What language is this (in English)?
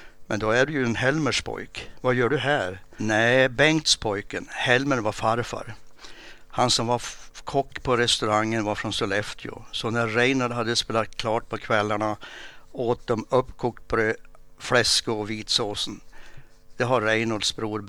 Swedish